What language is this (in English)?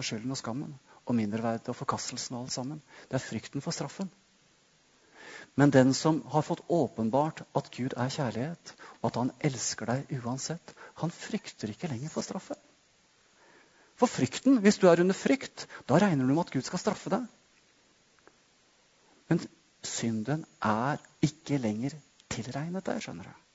Norwegian